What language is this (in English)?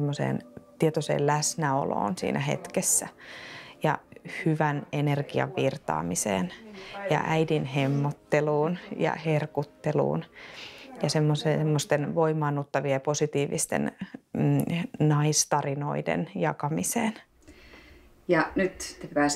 Finnish